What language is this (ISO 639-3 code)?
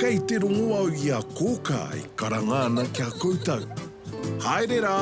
mri